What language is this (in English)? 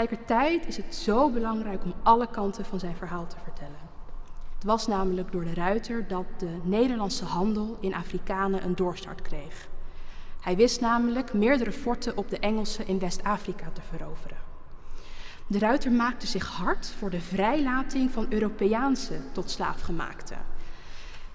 Dutch